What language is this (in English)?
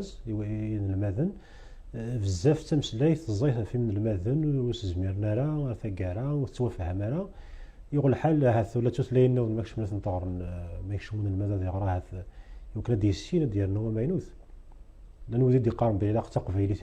Kabyle